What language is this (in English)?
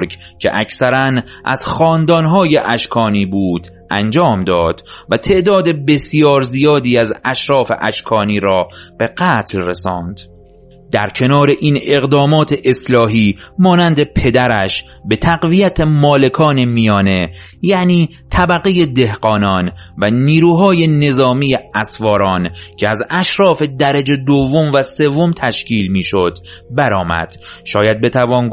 Persian